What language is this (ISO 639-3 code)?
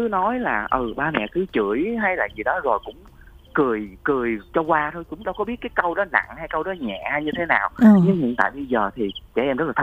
vie